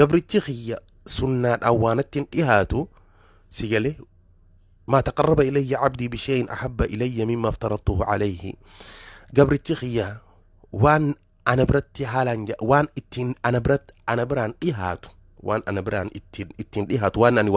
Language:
Oromo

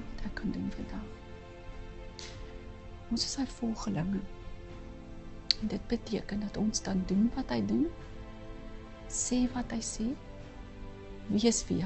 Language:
Afrikaans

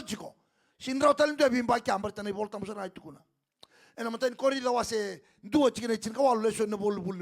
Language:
Fijian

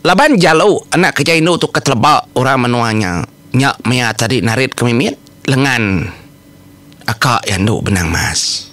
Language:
Iban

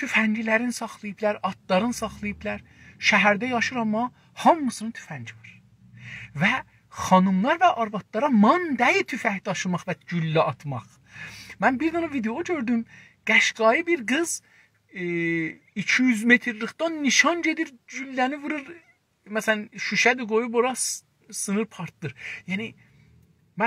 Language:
South Azerbaijani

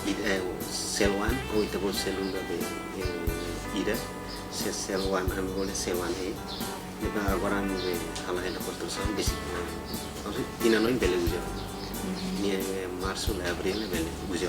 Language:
Tetum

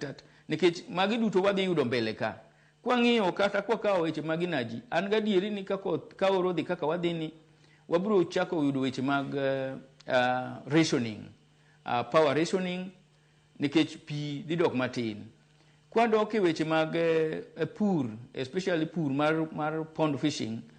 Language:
Luo (Kenya and Tanzania)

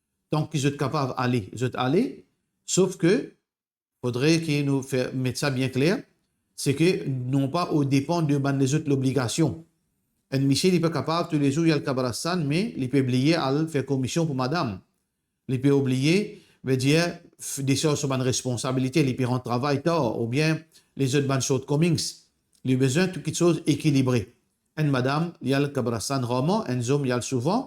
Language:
Morisyen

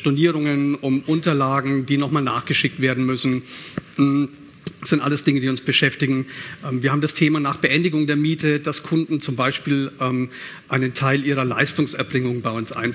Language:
German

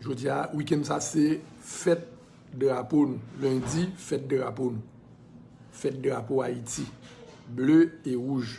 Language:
Haitian Creole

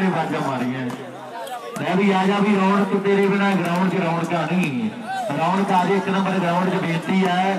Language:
Punjabi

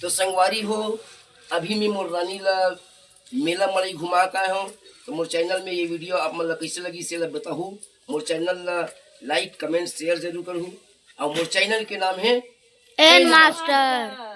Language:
Chhattisgarhi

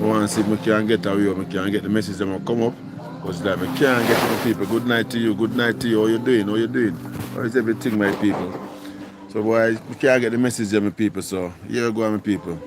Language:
Jamaican Creole English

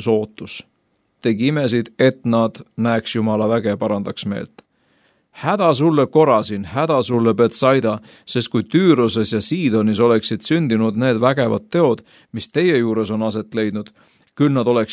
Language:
Estonian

